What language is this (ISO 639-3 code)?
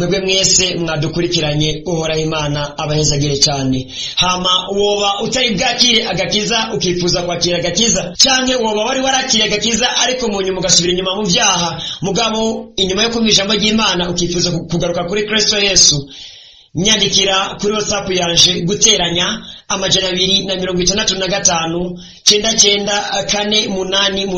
run